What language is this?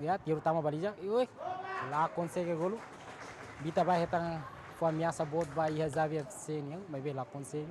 Tetum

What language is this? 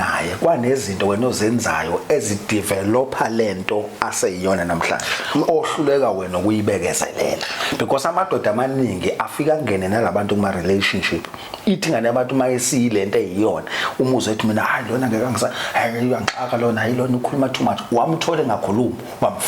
Zulu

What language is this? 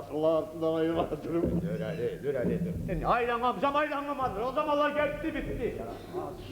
Kumyk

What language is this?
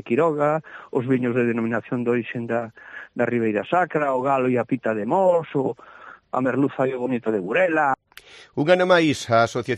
Galician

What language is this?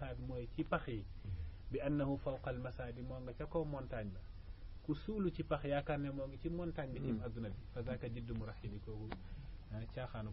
Wolof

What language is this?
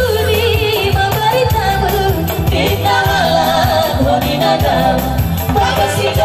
Batak Toba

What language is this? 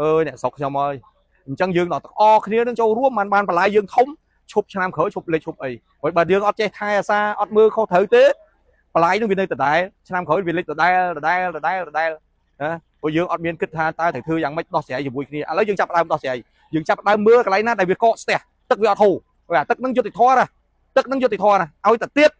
Khmer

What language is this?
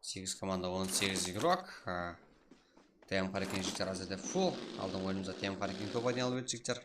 Kara-Kalpak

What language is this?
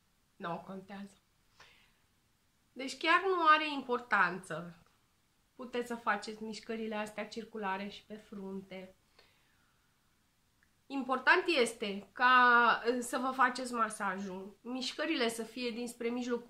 Romanian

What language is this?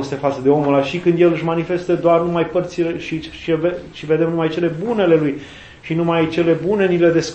Romanian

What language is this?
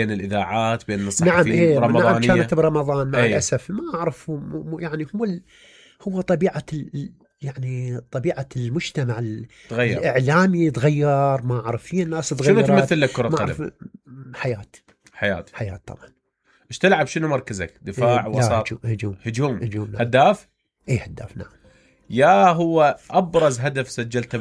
Mesopotamian Arabic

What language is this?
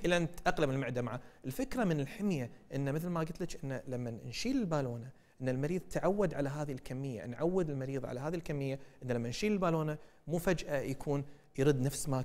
Gulf Arabic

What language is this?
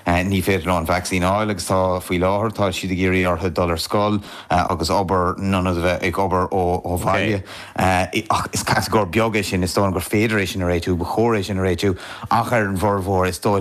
Irish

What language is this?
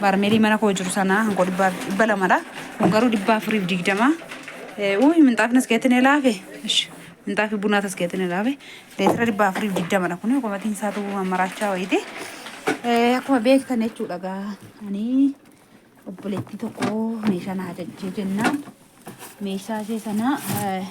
Oromo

